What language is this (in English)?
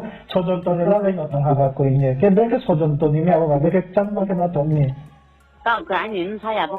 Riang (India)